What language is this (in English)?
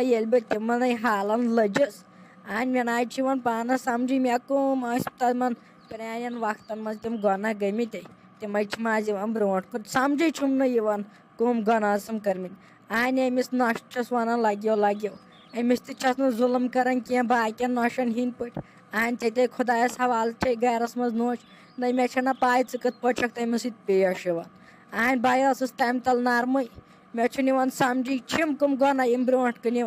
Kashmiri